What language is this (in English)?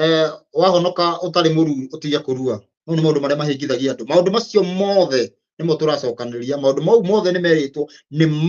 Kikuyu